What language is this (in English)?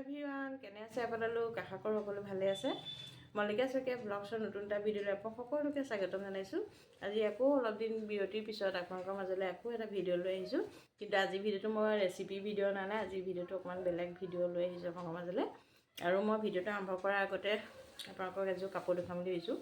Assamese